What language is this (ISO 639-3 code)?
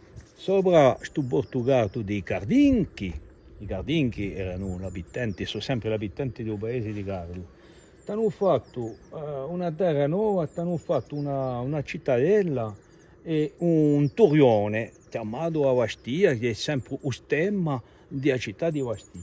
cos